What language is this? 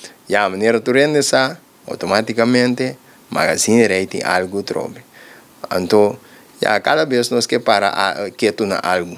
Papiamento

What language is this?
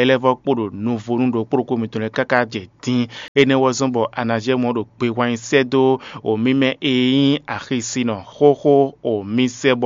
Fon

